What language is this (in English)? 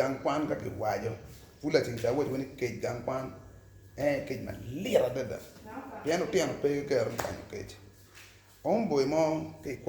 Acoli